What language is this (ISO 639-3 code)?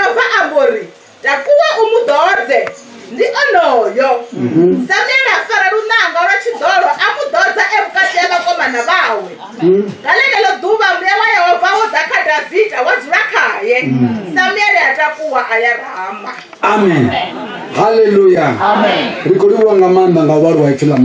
ven